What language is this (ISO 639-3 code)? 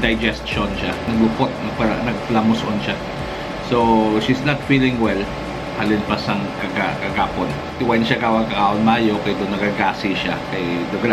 hil